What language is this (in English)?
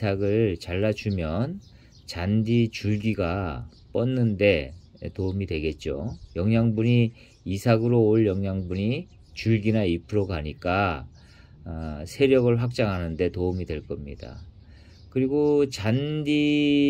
Korean